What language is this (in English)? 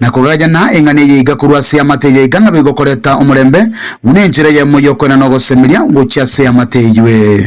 Gusii